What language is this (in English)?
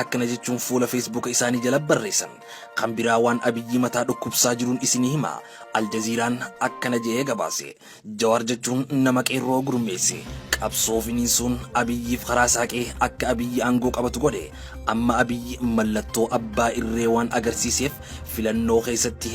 Oromo